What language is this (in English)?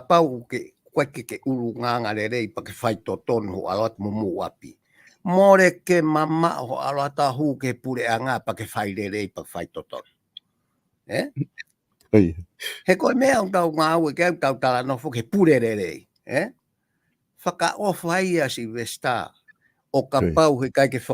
Tongan